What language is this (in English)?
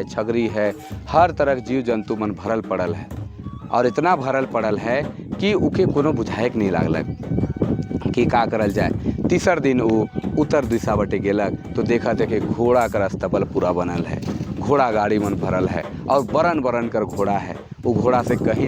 Sadri